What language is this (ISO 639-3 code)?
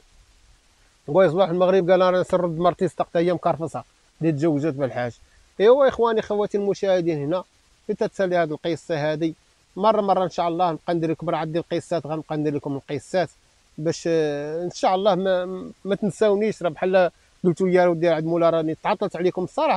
ary